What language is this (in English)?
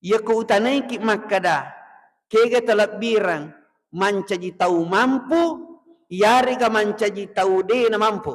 Buginese